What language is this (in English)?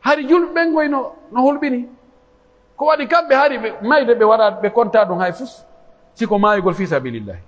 Pular